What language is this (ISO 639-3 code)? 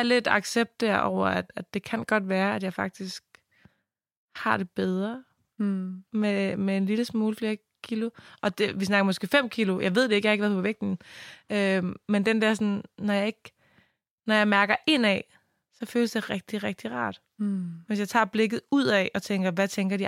dan